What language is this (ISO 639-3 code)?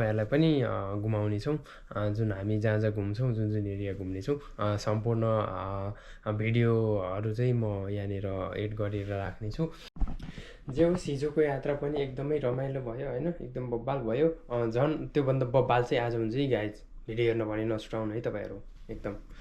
nep